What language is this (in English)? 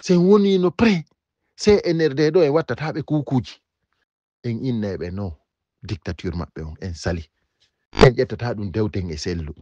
Fula